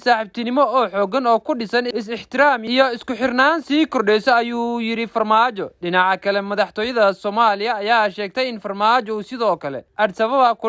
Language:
Somali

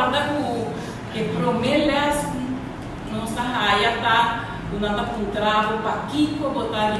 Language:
Papiamento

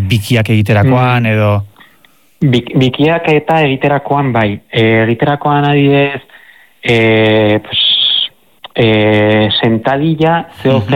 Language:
Basque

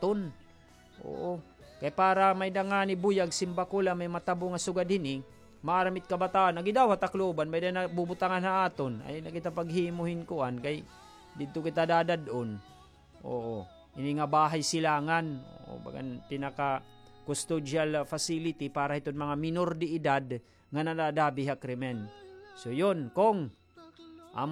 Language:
Waray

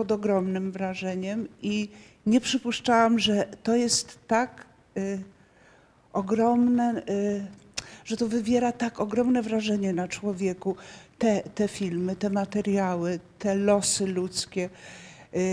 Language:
Polish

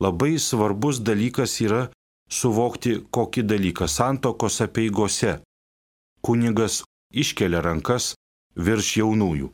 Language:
Lithuanian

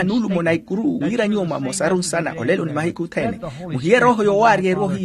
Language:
Makhuwa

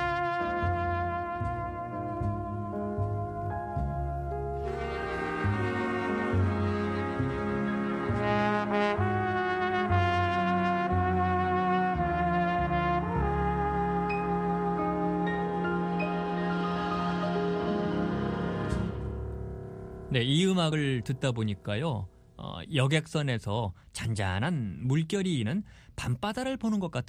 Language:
Korean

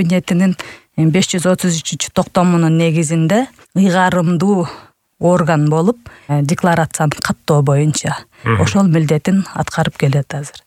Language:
Kyrgyz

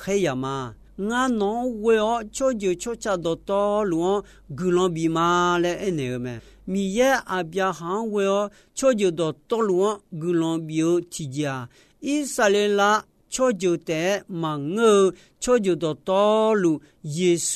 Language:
Akha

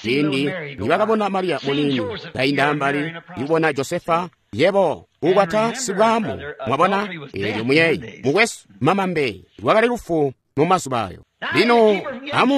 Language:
Tonga (Zambia)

